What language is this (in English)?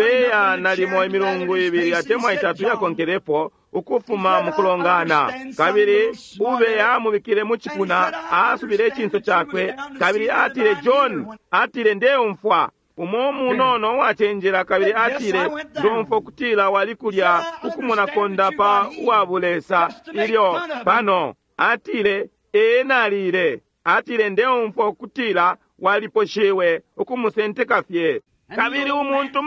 Bemba